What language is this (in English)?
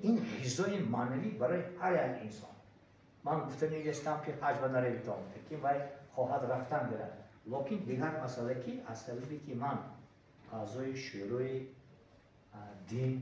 Tajik